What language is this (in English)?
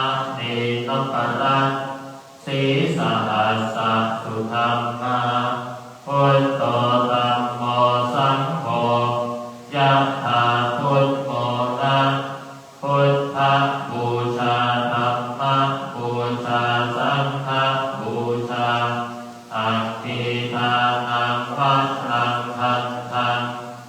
Pali